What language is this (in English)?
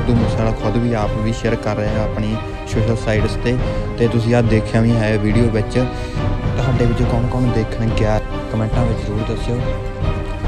Punjabi